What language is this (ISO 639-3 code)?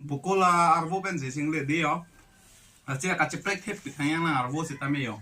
mjw